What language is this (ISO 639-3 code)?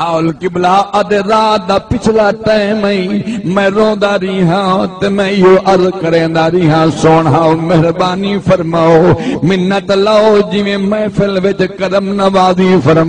skr